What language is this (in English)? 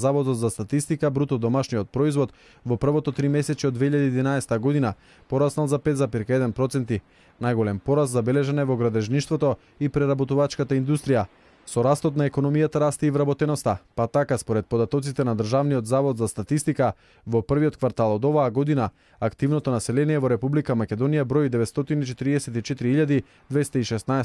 Macedonian